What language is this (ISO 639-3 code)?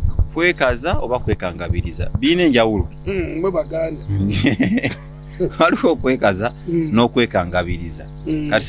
lug